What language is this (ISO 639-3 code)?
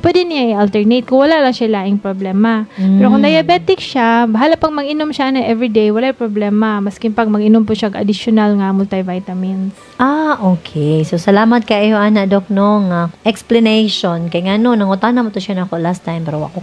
ceb